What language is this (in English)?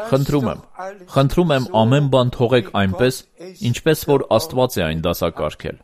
Armenian